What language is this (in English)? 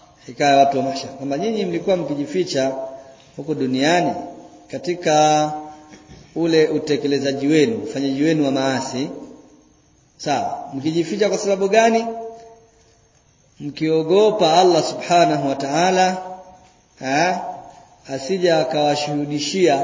Swahili